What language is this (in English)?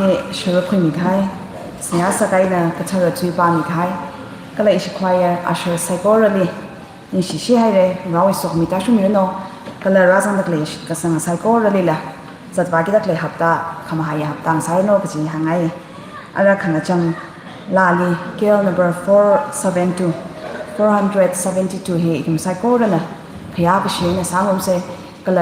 Tangkhul Naga (India)